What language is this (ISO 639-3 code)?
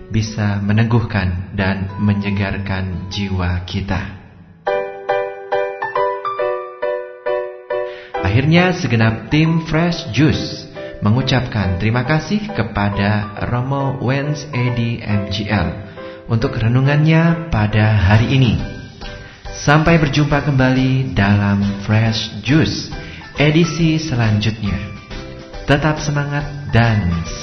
ind